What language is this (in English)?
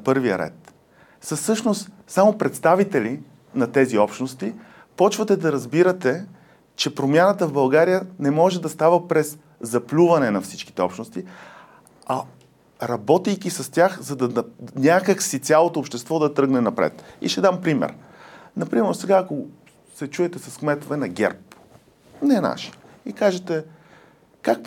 Bulgarian